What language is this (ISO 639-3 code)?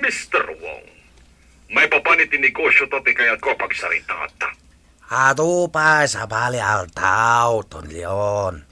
ilo